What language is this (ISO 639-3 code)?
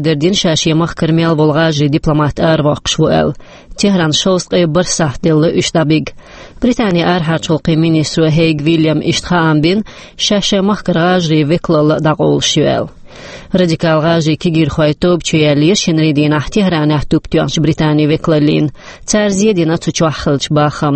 che